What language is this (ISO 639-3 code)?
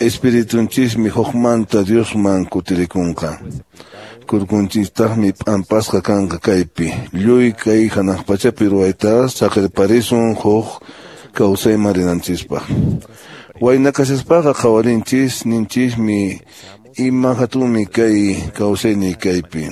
que